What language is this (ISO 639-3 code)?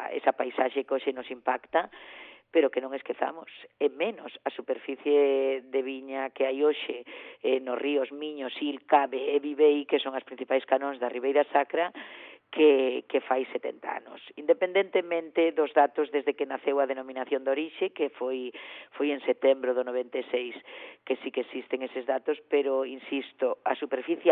glg